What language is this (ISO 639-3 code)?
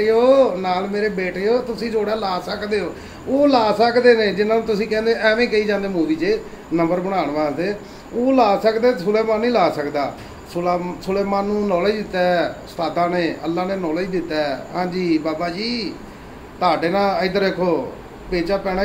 pan